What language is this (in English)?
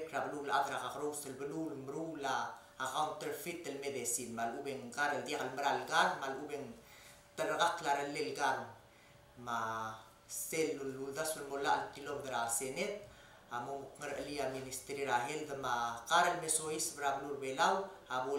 Palauan